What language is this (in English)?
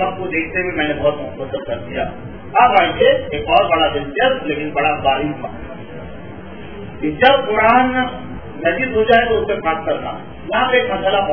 Urdu